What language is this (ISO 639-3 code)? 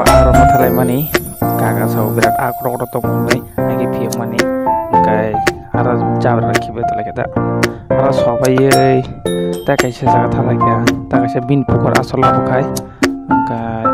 trp